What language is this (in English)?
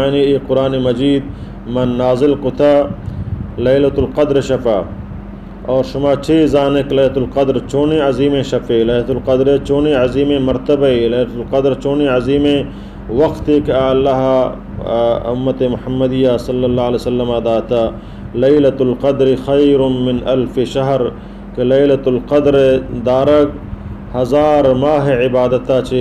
Baluchi